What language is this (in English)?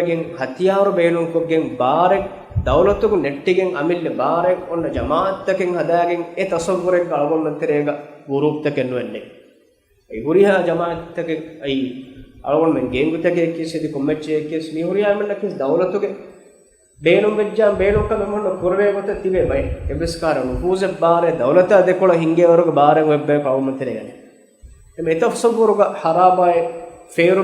Divehi